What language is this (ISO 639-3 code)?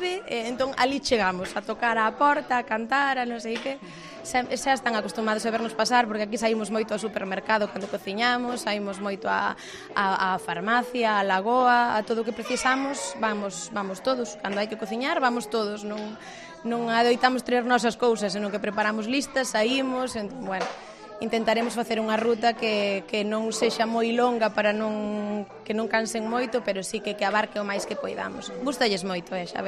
glg